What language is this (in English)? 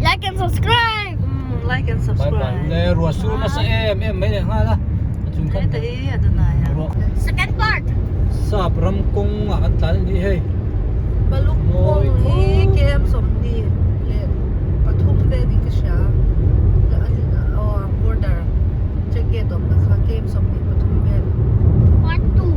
Hmar